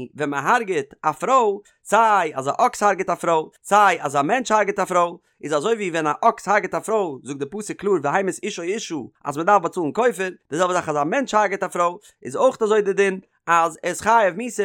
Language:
Yiddish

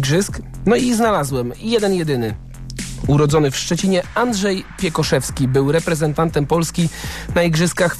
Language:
Polish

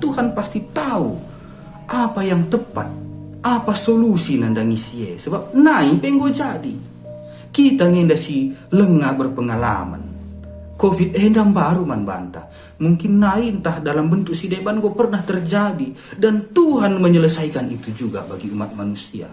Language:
Batak Karo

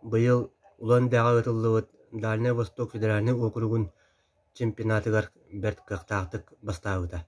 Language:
Yakut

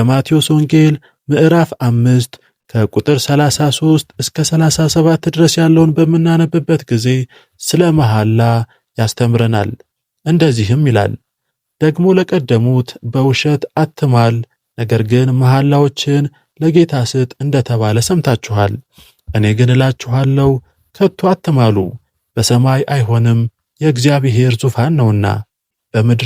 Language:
Amharic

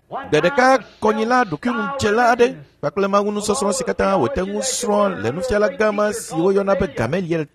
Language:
Ewe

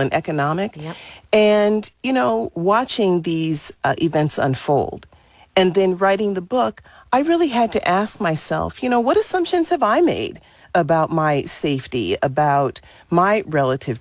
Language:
English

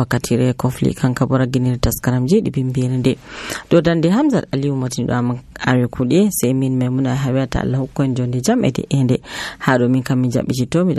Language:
Nigerian Fulfulde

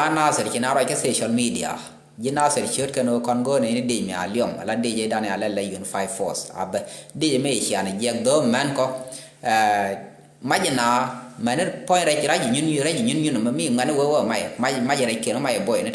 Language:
Nuer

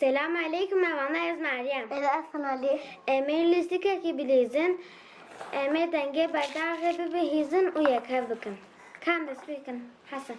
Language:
Kurdish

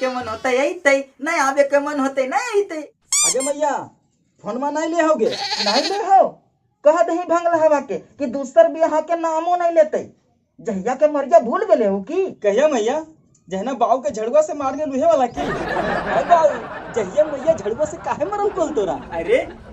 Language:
Magahi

